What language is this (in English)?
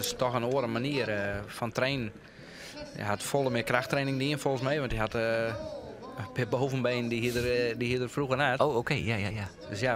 Western Frisian